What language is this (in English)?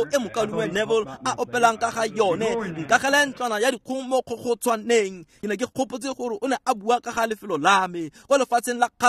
Tswana